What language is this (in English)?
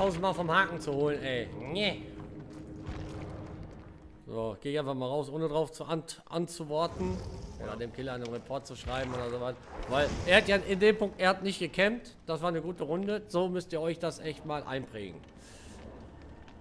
German